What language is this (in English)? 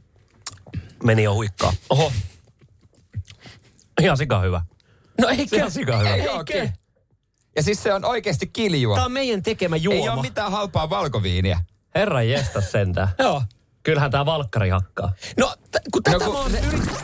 Finnish